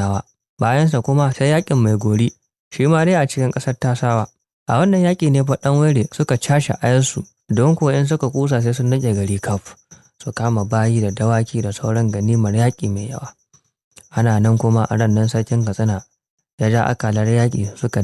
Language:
Hausa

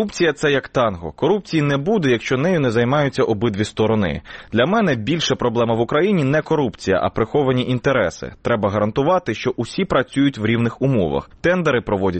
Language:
Ukrainian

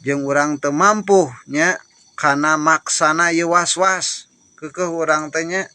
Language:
Sundanese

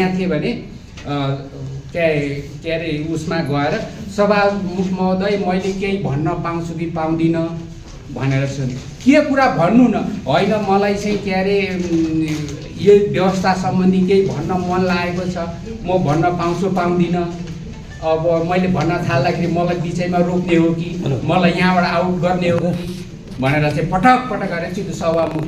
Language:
Nepali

